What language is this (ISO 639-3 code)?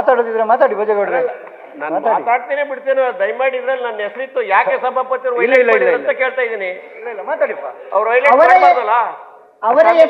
kan